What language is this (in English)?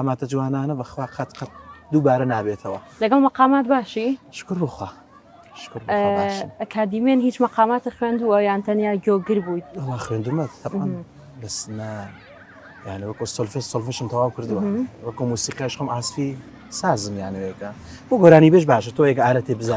Central Kurdish